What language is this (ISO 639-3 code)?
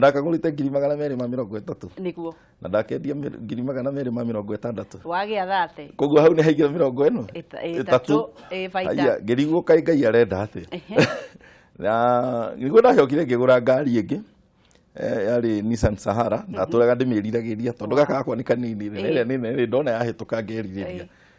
kik